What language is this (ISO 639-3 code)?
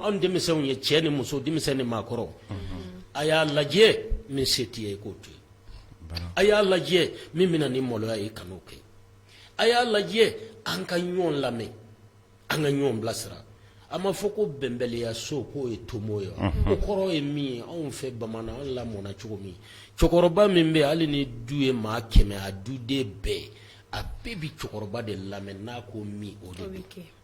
bam